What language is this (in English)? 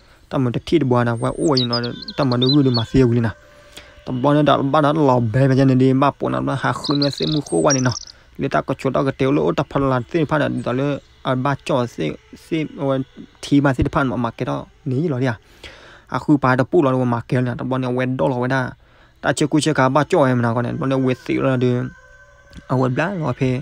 S'gaw Karen